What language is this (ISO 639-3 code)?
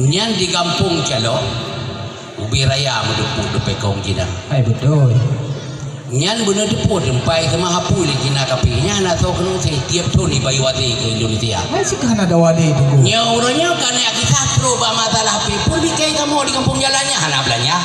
ace